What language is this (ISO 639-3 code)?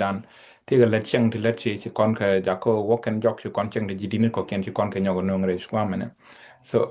nus